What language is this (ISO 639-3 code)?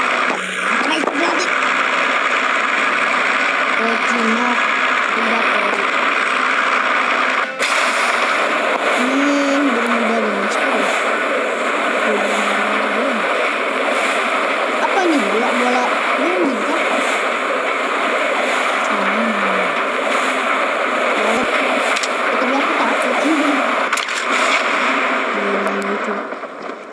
ind